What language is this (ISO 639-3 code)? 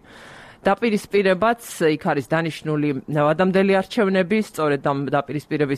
kat